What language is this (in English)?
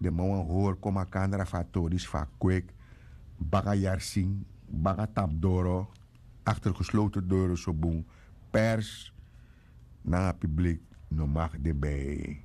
Sranan Tongo